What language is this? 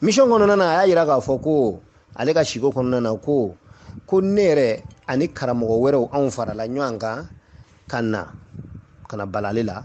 Bambara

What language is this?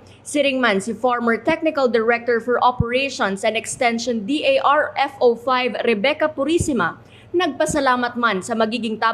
Bikol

